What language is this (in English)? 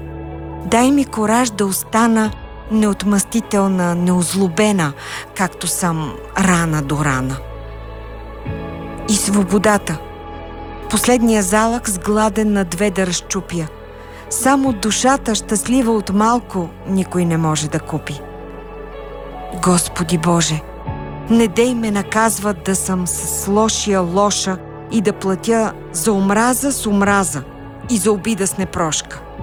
Bulgarian